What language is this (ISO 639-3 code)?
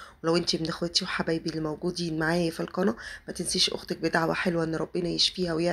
arz